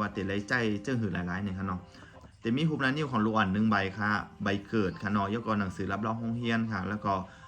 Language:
Shan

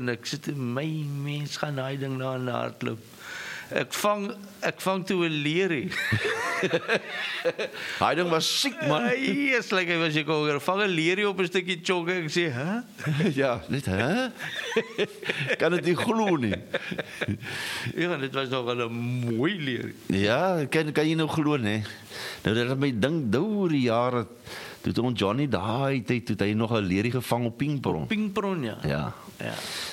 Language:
Afrikaans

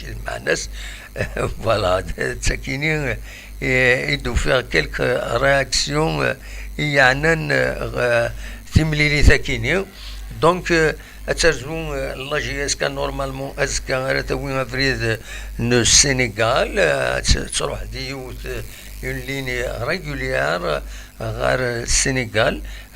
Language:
Kabyle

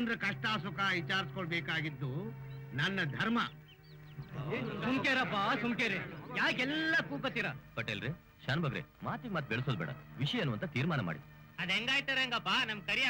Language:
Kannada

